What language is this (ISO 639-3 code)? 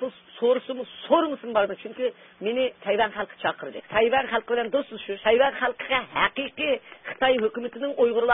uig